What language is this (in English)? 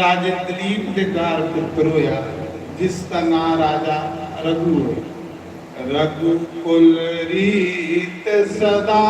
Dogri